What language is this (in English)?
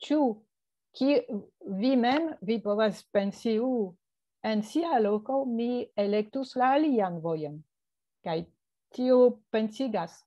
Esperanto